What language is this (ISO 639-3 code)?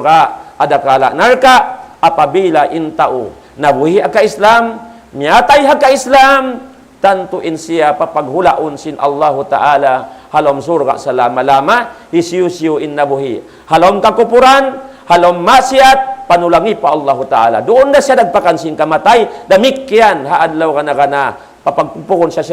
tsg